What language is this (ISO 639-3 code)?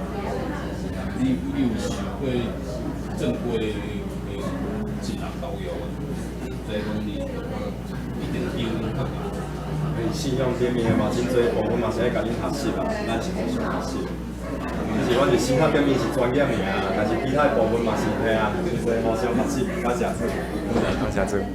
nan